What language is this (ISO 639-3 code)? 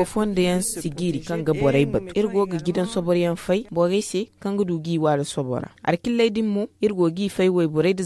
dje